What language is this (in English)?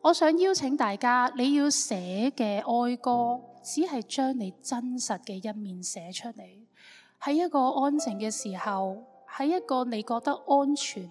Cantonese